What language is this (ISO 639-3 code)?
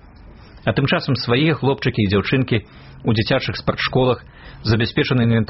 bel